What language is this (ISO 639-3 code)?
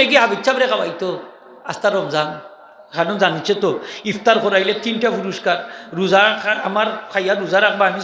syl